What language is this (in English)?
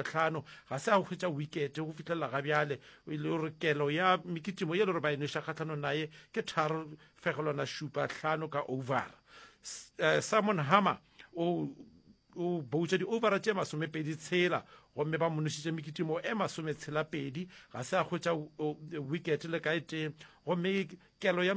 Northern Sotho